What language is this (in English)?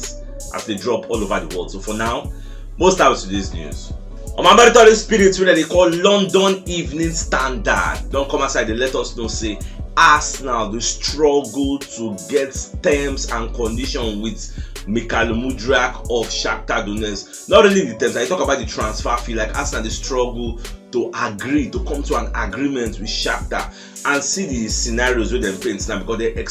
Nigerian Pidgin